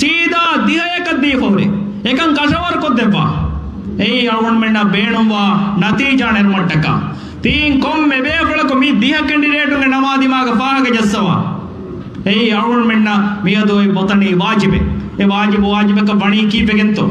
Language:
Divehi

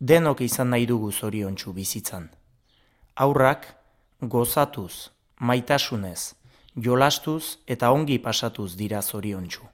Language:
Basque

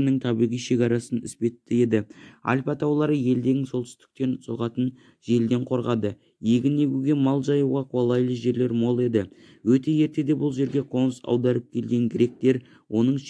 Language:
Kazakh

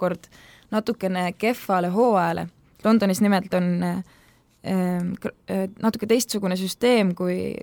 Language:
Estonian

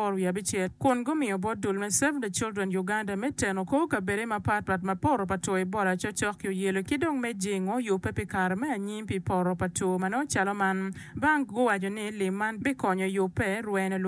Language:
Acoli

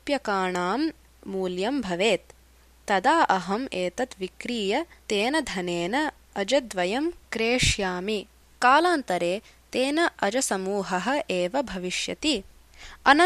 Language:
Sanskrit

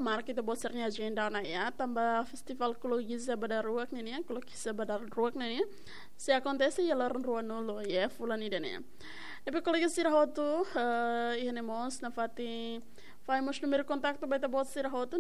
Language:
Tetum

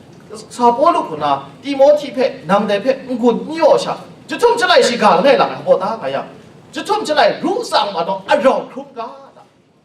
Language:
Kachin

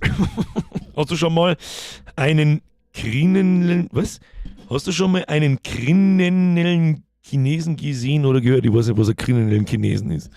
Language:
Bavarian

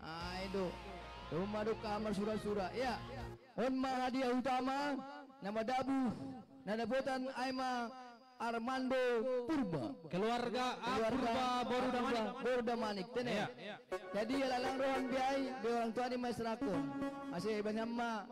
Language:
Batak Simalungun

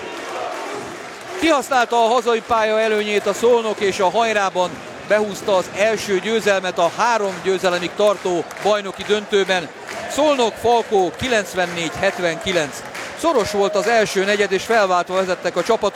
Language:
Hungarian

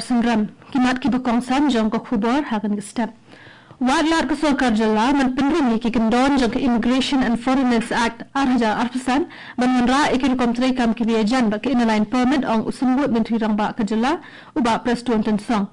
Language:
Khasi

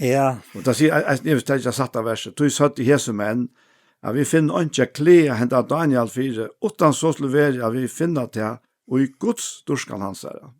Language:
Faroese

